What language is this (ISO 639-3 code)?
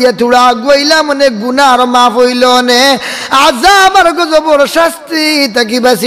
syl